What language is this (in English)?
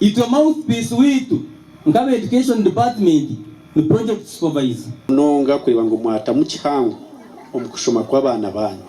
Nyankole